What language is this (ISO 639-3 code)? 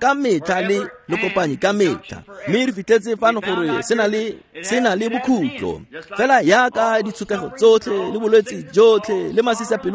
tsn